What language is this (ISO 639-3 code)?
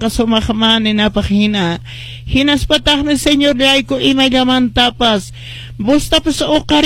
que